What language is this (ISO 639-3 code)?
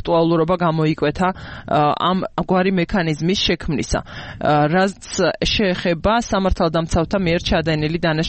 kat